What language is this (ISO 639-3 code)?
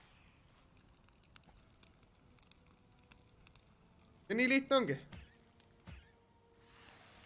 est